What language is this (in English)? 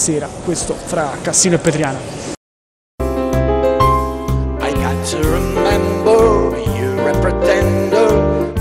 Italian